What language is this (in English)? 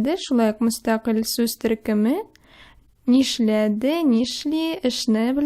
Tatar